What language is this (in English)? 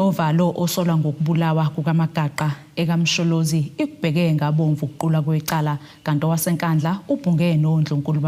Zulu